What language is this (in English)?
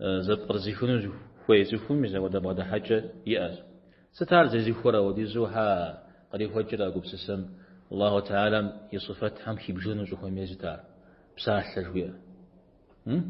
Kabardian